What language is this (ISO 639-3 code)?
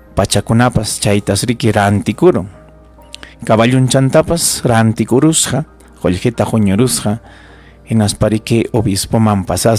quy